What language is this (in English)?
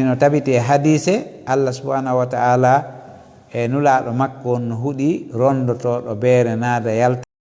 Fula